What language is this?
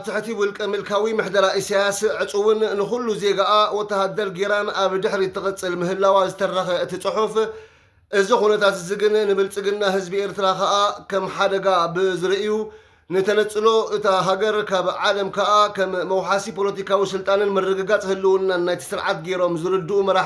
Tigrinya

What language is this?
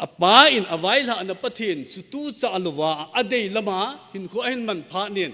Thado Chin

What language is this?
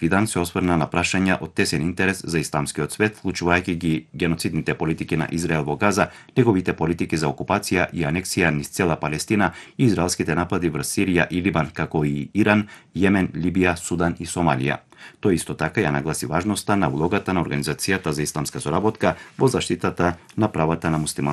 Macedonian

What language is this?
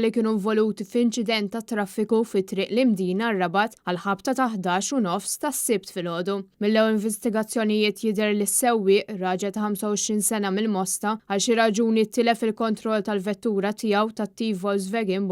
Maltese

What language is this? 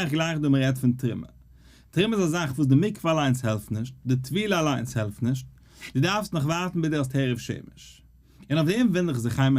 Yiddish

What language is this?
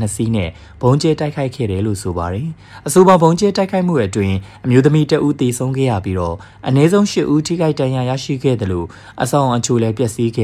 Burmese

